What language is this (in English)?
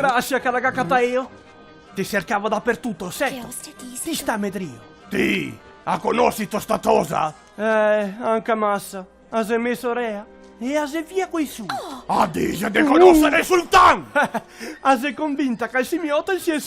Venetian